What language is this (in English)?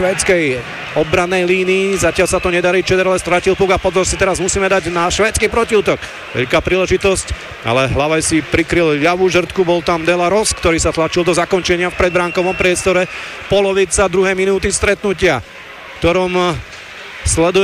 Slovak